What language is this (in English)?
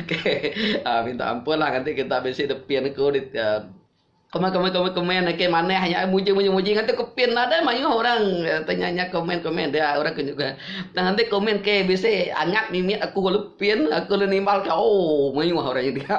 Iban